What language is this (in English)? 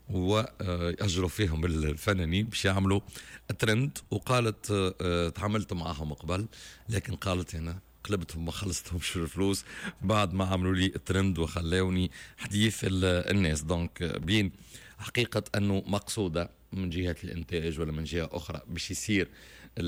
Tunisian Arabic